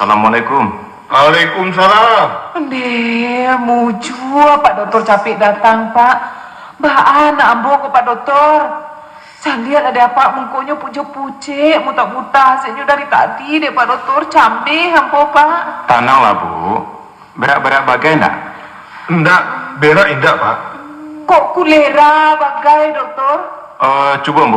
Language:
Minangkabau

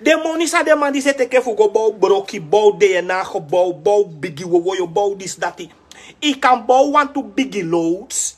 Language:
Sranan Tongo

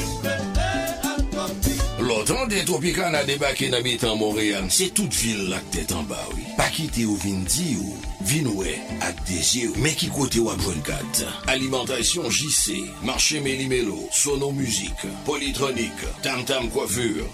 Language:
French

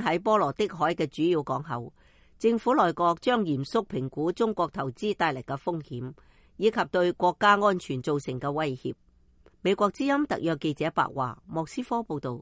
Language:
Cantonese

